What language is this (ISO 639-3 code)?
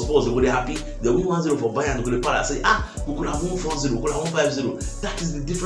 pcm